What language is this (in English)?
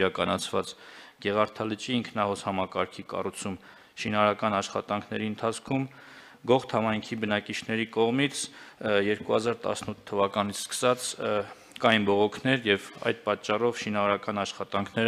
Armenian